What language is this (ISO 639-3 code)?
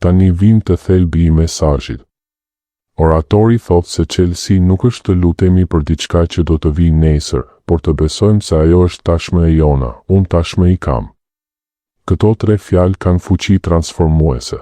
sqi